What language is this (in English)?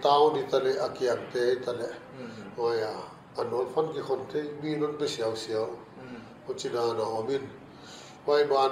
Paite Chin